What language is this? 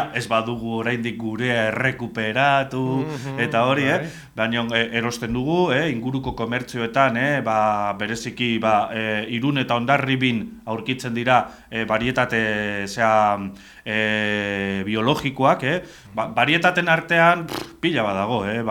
Basque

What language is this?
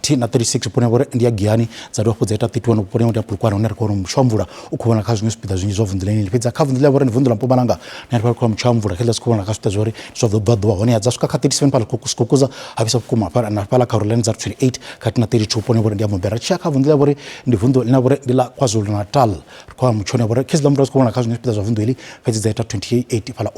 Venda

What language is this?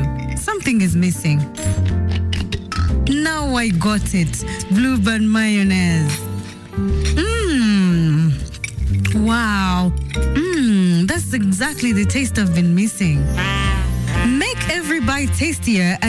Kinyarwanda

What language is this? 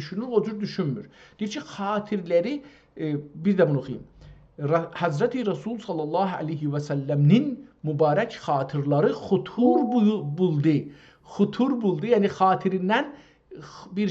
South Azerbaijani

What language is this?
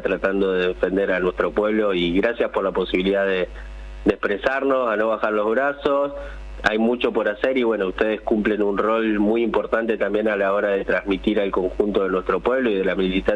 Spanish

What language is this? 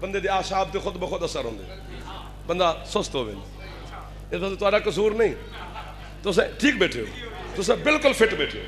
Saraiki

